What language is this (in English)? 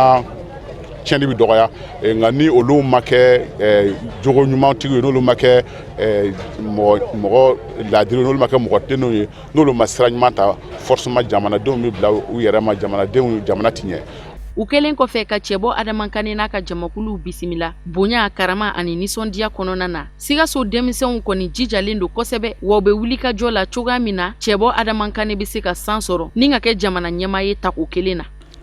Bambara